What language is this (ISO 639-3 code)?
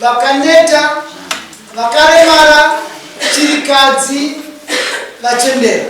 sna